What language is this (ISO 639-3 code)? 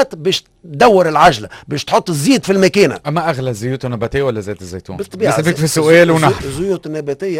aeb